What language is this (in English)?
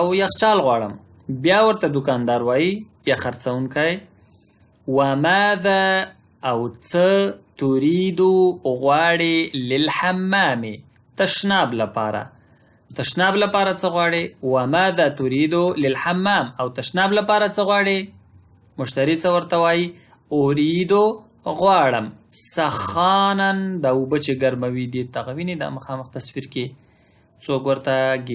Pashto